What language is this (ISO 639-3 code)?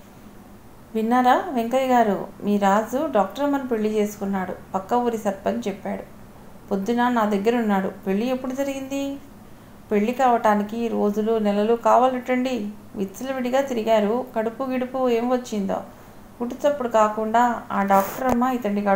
tel